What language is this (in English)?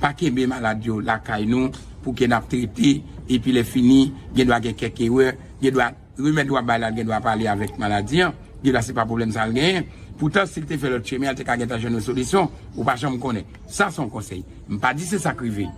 Haitian Creole